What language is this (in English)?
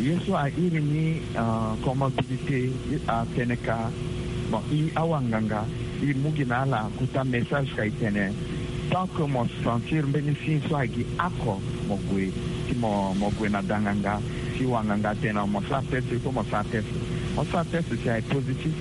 Sango